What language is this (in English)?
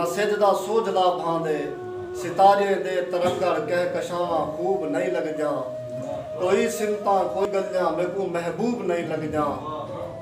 Saraiki